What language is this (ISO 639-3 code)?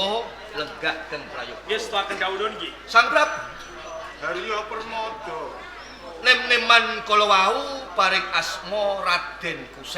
jav